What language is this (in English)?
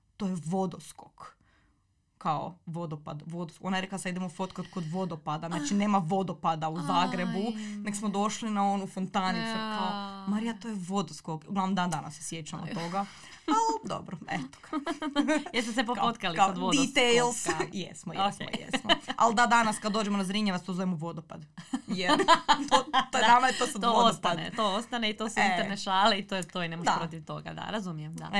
Croatian